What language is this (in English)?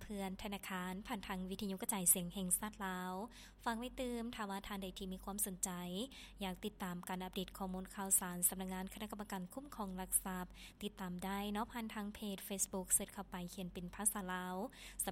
Lao